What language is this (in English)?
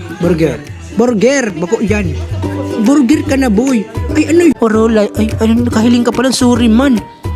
Bikol